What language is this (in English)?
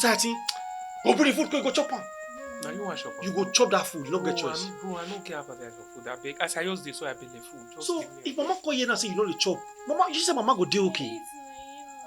Nigerian Pidgin